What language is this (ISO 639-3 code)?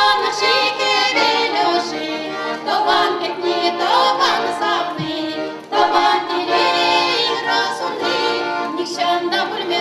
chv